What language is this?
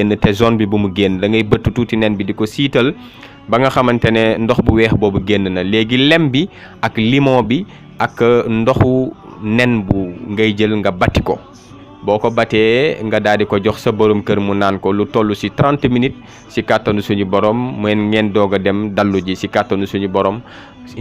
Wolof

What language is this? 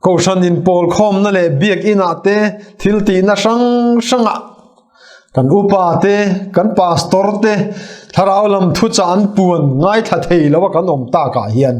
Mizo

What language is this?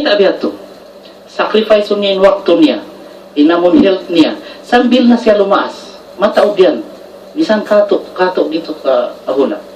Tausug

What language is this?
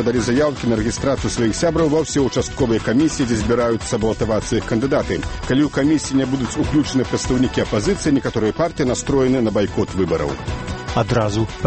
Belarusian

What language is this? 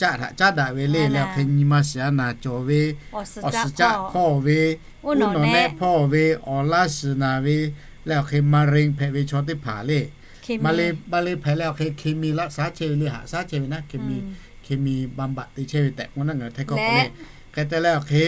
Lahu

